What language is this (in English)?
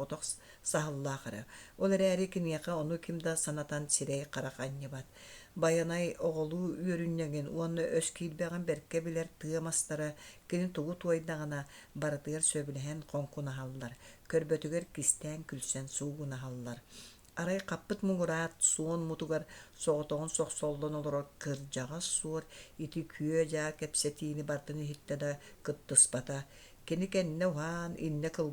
Yakut